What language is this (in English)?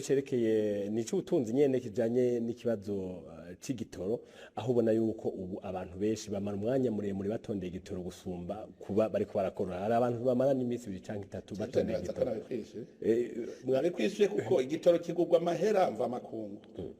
Rundi